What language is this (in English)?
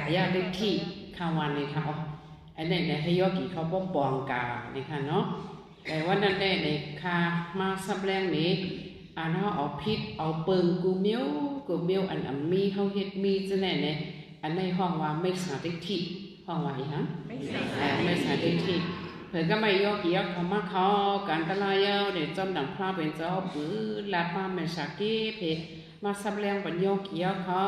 Shan